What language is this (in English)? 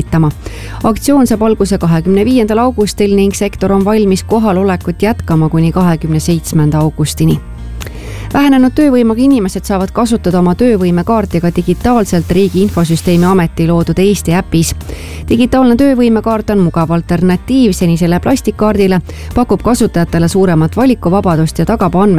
Estonian